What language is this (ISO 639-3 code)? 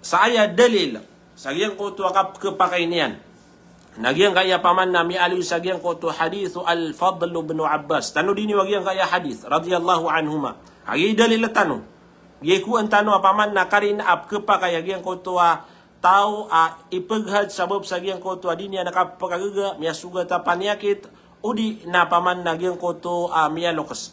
mrw